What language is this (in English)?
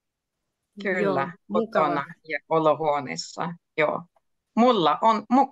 Finnish